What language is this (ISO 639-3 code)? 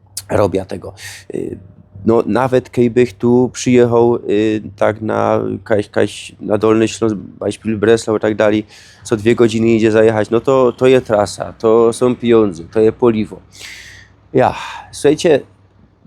szl